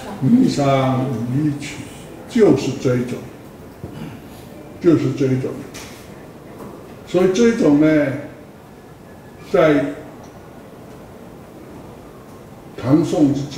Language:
Chinese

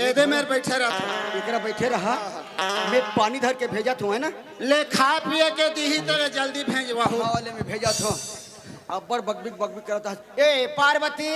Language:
Chhattisgarhi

